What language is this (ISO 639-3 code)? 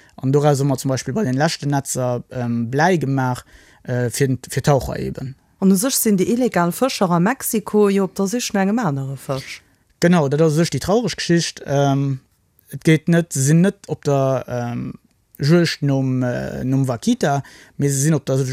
ltz